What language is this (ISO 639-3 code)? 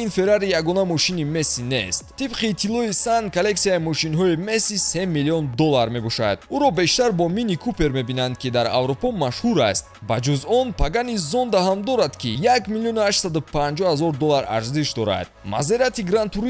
tgk